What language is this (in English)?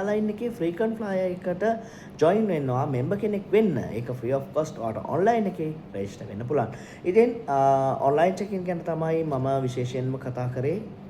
Sinhala